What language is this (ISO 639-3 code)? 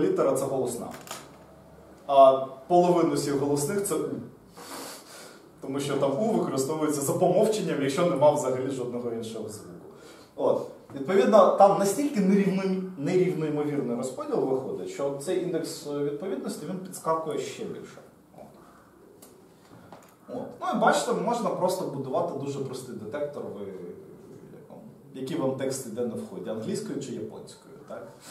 ukr